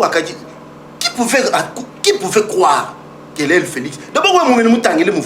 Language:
Luba-Lulua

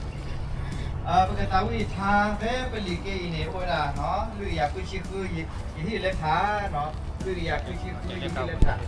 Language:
S'gaw Karen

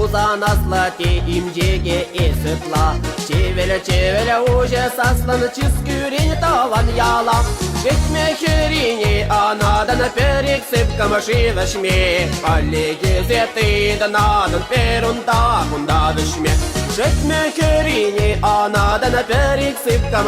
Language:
Chuvash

